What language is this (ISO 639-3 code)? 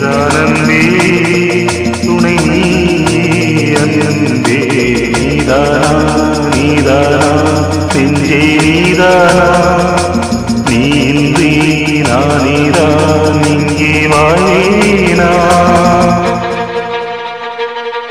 tam